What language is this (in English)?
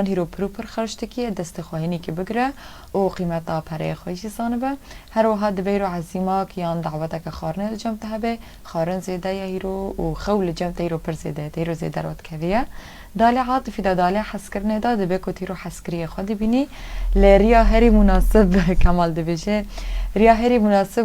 Kurdish